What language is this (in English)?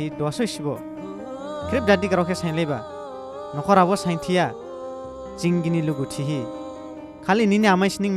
Dimasa